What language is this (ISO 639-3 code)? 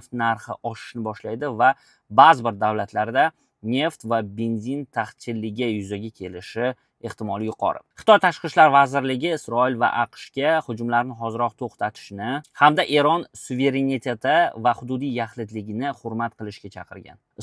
uzb